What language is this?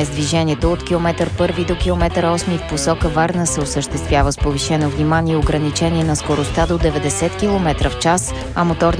Bulgarian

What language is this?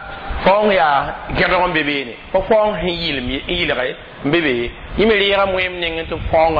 Mossi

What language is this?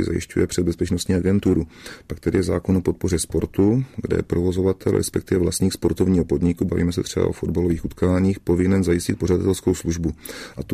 Czech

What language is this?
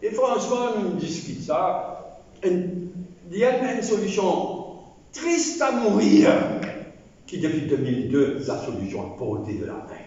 Morisyen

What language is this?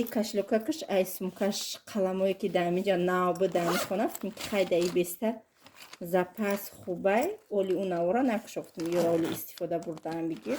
Tajik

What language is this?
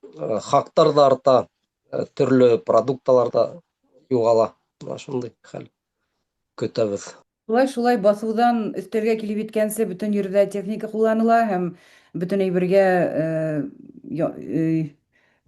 Bashkir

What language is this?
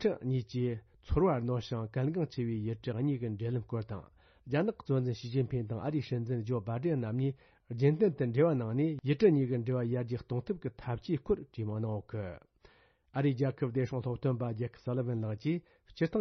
Tibetan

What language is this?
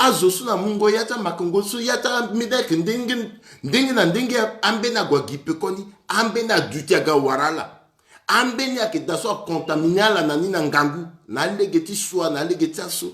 Sango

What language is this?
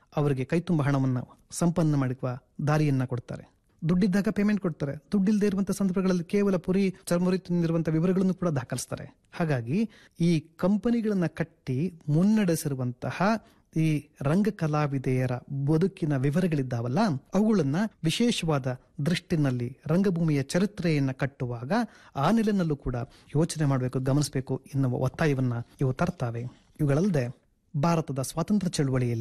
Kannada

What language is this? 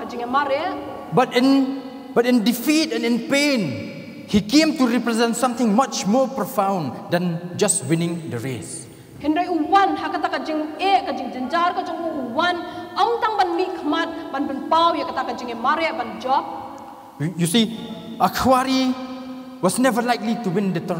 Khasi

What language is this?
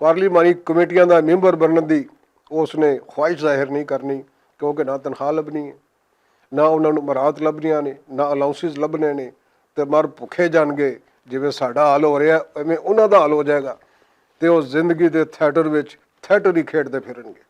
Western Panjabi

